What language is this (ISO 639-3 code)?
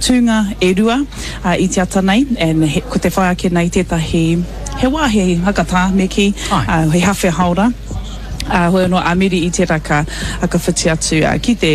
mri